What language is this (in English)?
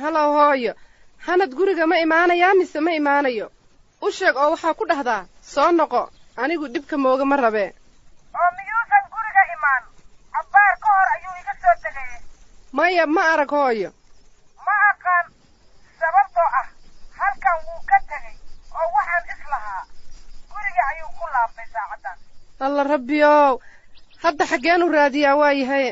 Somali